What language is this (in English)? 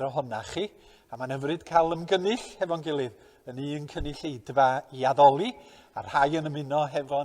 Welsh